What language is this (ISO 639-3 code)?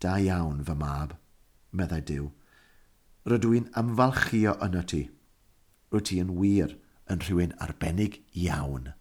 cym